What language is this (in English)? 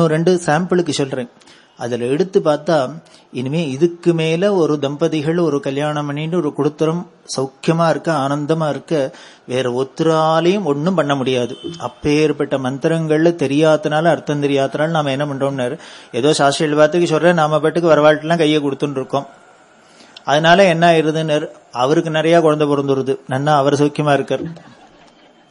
Tamil